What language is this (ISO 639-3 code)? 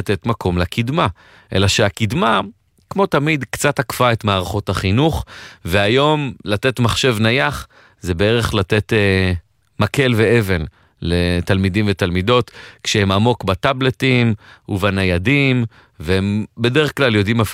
heb